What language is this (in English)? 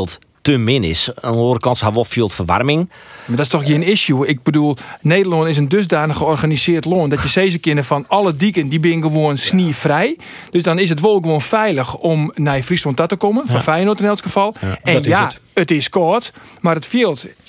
Western Frisian